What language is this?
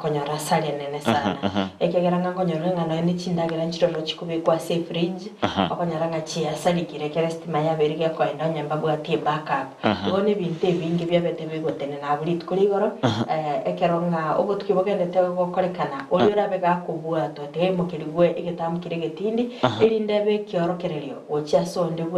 Gusii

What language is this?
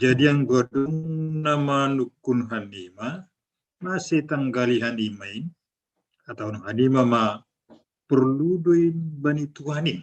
Batak Simalungun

